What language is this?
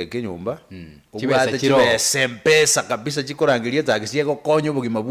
Gusii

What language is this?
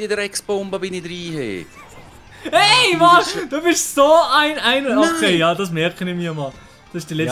Swiss German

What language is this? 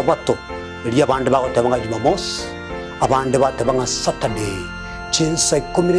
Gusii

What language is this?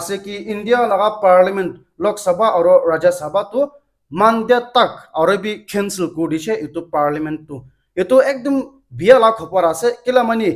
Naga Pidgin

